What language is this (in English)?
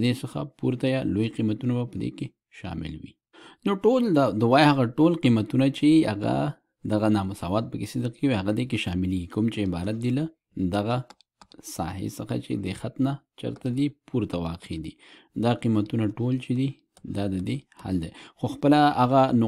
Pashto